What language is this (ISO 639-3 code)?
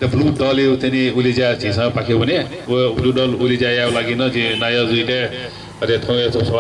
new